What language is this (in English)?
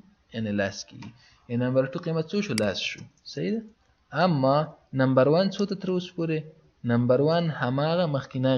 Pashto